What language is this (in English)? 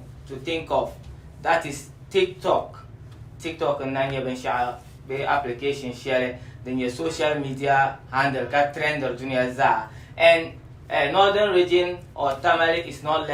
Dagbani